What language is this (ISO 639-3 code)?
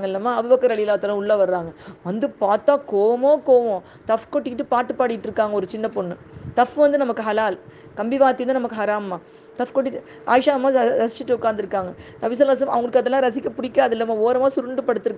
tam